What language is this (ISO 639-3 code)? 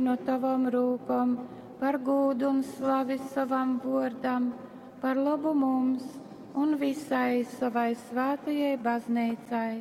ltg